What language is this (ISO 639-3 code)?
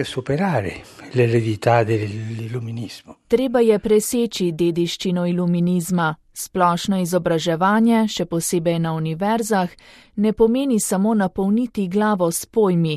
slv